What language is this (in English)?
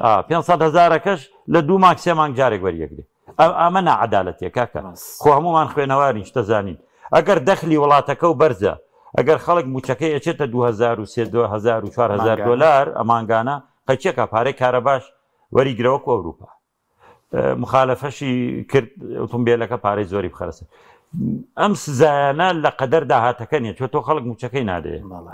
Central Kurdish